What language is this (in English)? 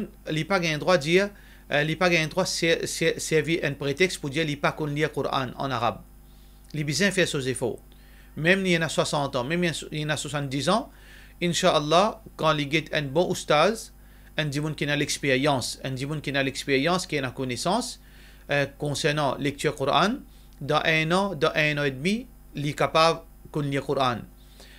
Morisyen